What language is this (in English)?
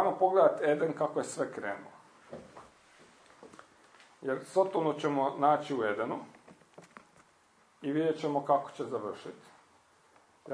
Croatian